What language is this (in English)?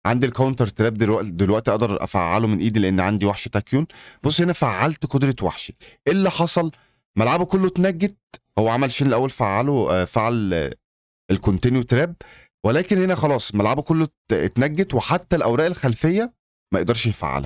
Egyptian Arabic